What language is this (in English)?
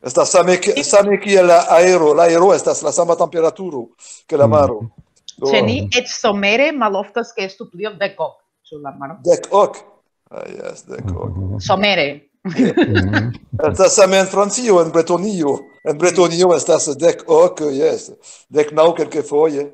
Esperanto